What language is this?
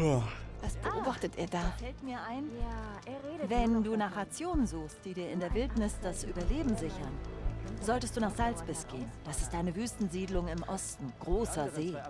Bavarian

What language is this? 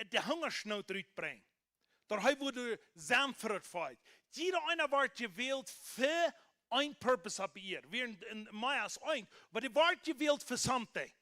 Plautdietsch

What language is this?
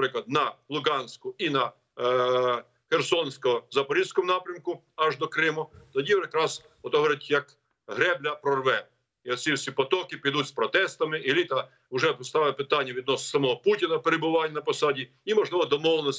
Ukrainian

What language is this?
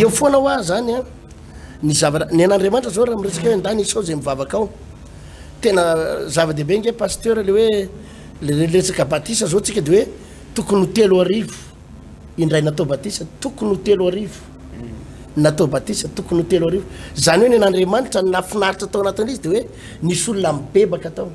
Malagasy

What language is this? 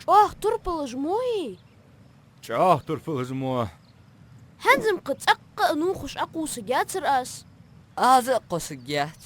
Ingush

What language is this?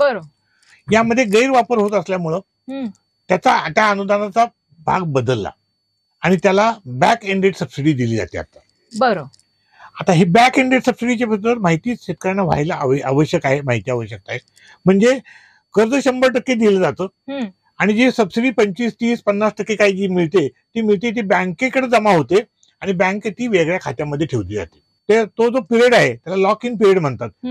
Marathi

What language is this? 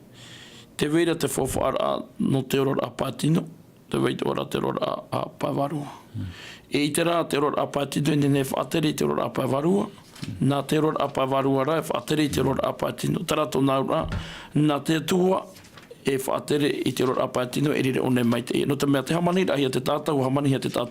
Tahitian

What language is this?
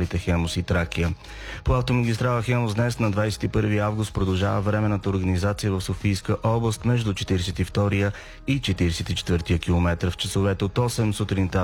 Bulgarian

